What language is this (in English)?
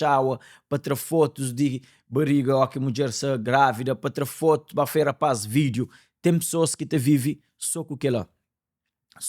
Kabuverdianu